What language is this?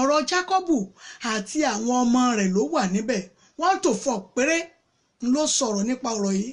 Yoruba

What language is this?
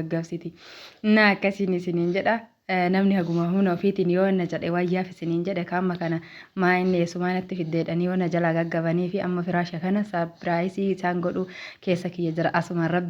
Oromo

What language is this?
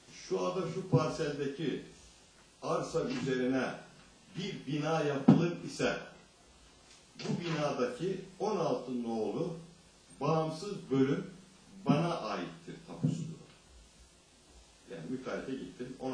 Turkish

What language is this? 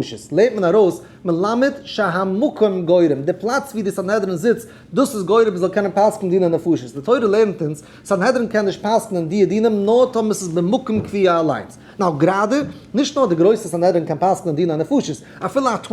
Yiddish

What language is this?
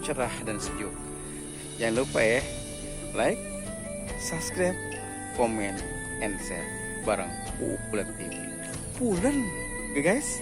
Betawi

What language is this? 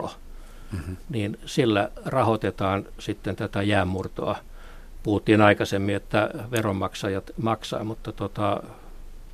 Finnish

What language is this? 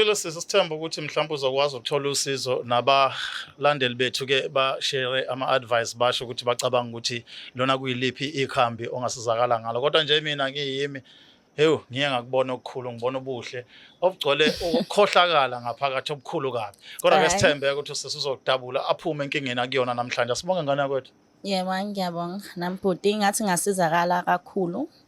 Zulu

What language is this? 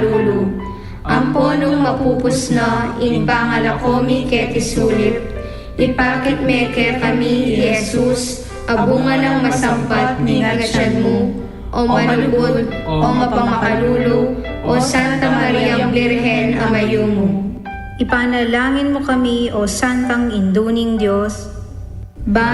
Pampanga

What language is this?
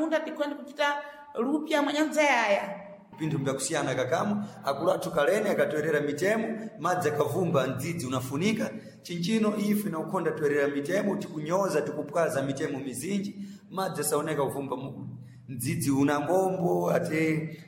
Sena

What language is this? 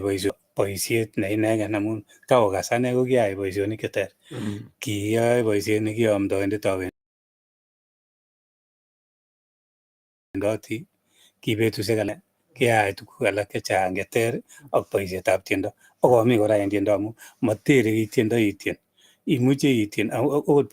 Kalenjin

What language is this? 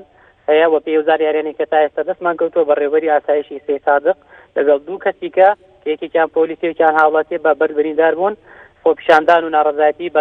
Central Kurdish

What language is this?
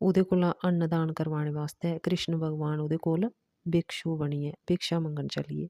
Dogri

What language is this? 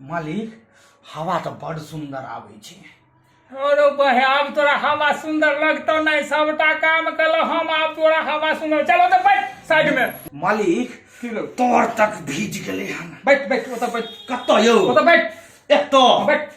Maithili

